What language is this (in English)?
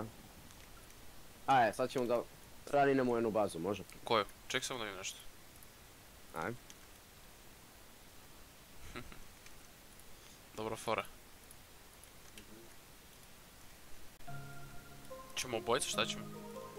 Serbian